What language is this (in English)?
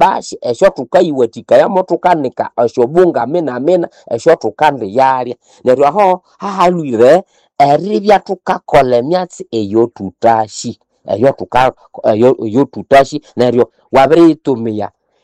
Nande